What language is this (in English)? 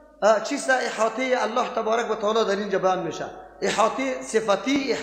Persian